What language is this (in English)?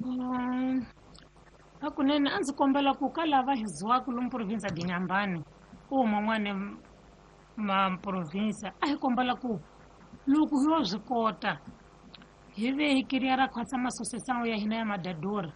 Tsonga